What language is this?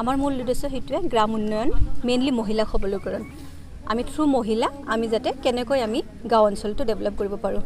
Assamese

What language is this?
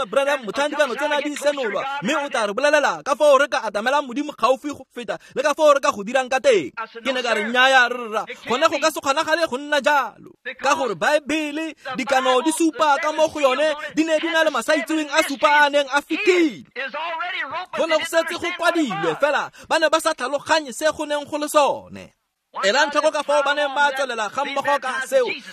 Tswana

